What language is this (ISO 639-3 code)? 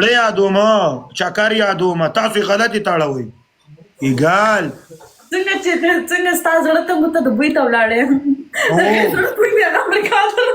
pus